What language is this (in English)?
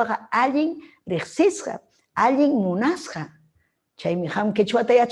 Ayacucho Quechua